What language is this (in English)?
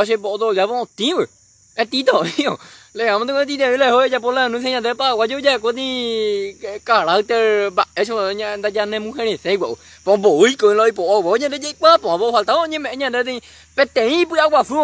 Guarani